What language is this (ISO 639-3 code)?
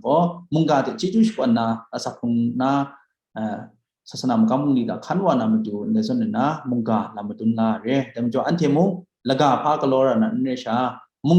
kac